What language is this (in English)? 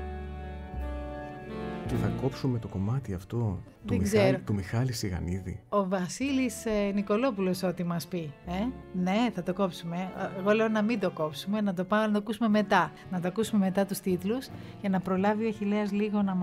Greek